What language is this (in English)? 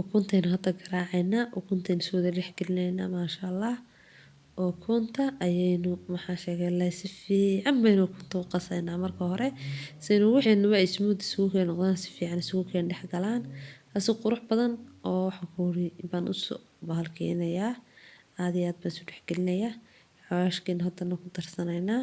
Somali